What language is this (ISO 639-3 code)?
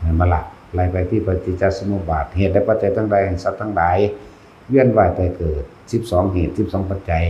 tts